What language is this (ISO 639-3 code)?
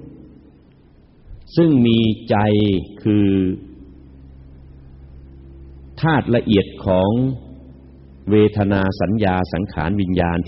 tha